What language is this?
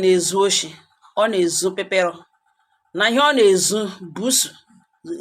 Igbo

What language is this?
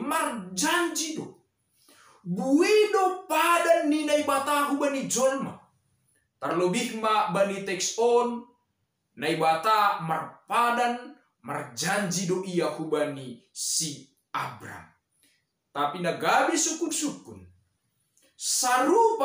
Batak Simalungun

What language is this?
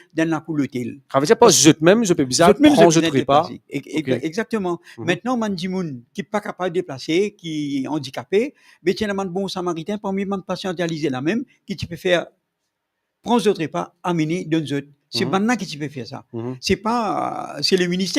Morisyen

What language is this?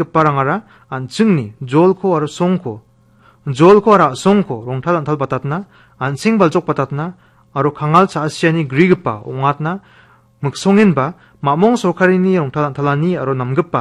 Garo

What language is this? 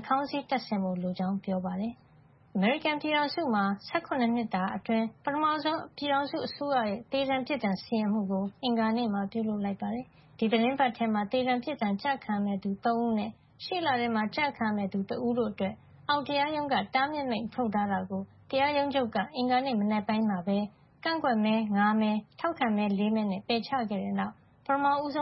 Burmese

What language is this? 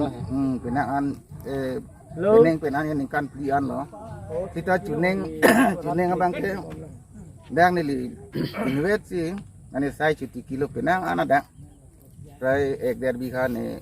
Karbi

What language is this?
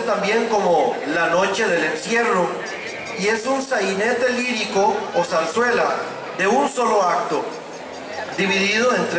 Spanish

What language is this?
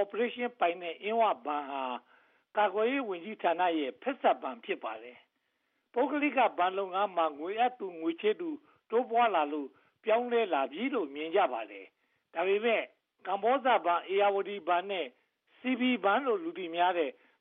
Burmese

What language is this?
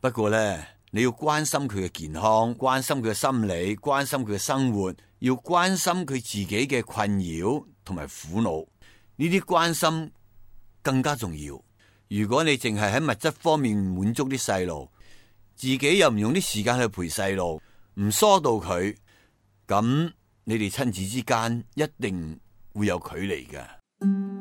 Cantonese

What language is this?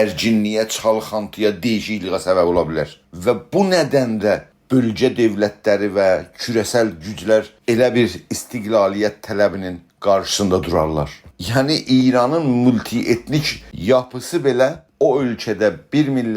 South Azerbaijani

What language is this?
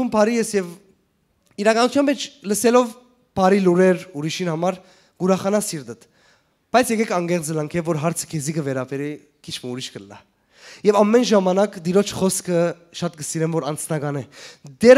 Western Armenian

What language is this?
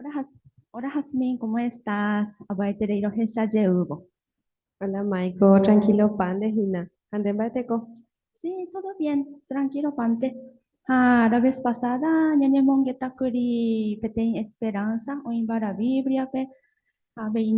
Guarani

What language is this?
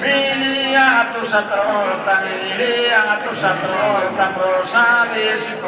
Sardinian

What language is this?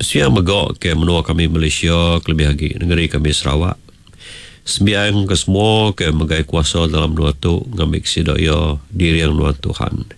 Iban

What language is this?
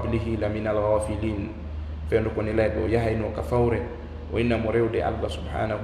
Fula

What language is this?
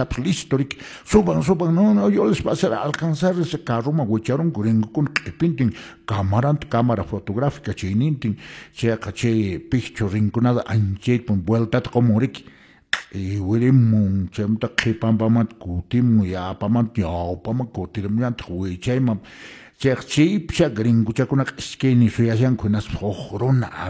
Quechua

